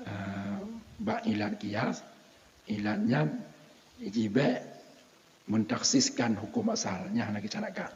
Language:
Achinese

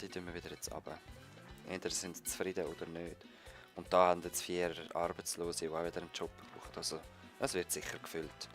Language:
Swiss German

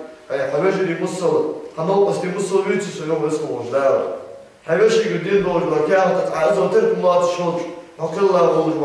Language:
Ingush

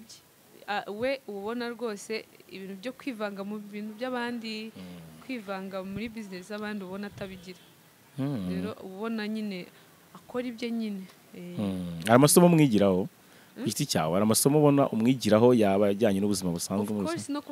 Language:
Kinyarwanda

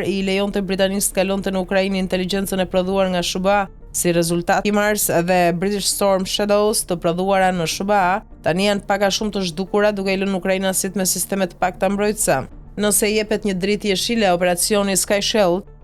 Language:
Albanian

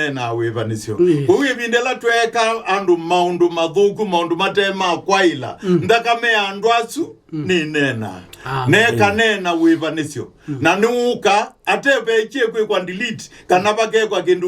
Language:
Kamba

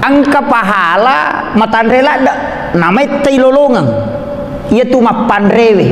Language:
Buginese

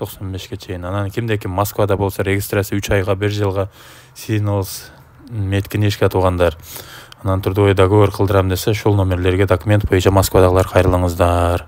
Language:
Kyrgyz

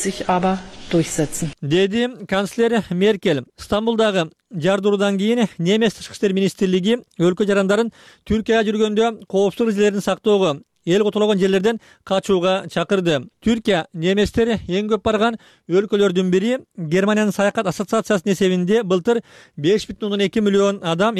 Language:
Kyrgyz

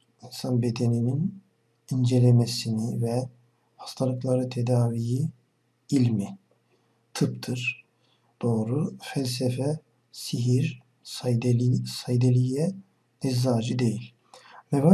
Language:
Turkish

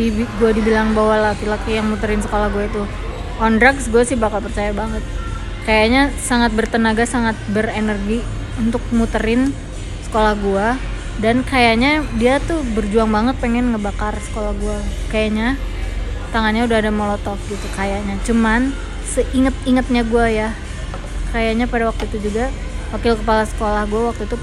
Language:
Indonesian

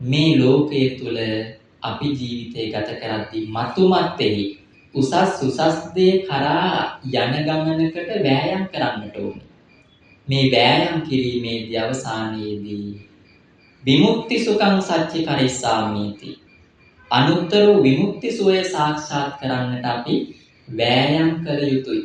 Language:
Sinhala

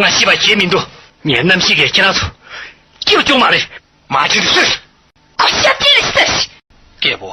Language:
Tibetan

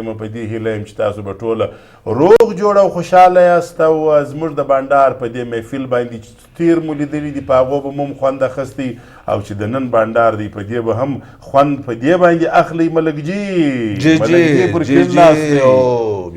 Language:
Pashto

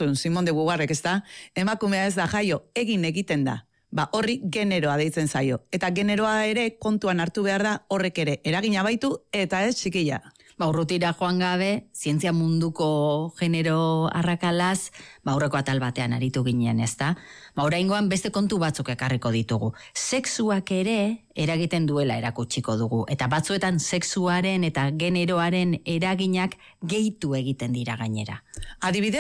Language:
Basque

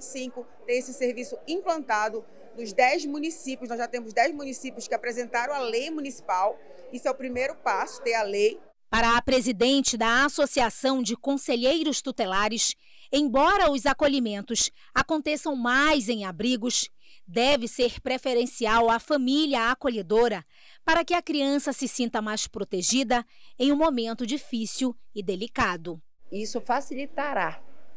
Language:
Portuguese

